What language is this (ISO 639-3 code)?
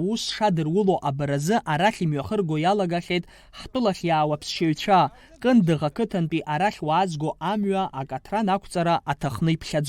abk